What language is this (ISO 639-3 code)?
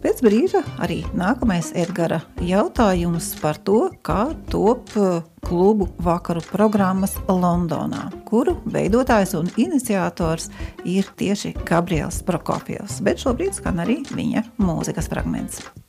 lav